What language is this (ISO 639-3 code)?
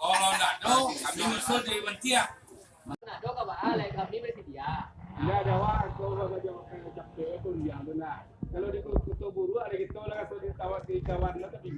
min